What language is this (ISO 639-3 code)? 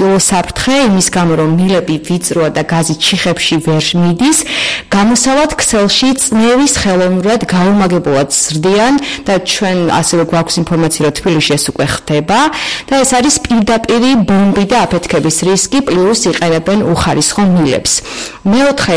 kat